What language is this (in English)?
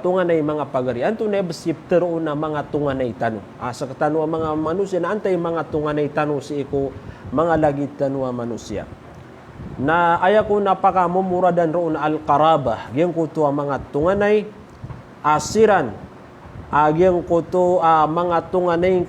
Maranao